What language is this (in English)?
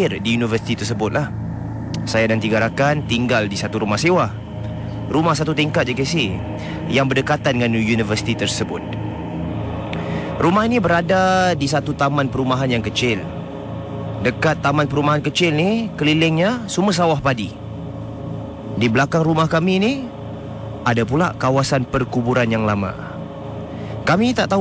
Malay